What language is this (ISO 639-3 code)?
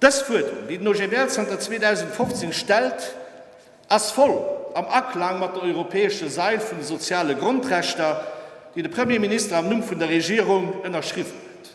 ltz